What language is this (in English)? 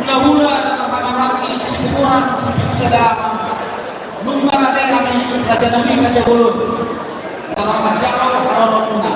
Batak Toba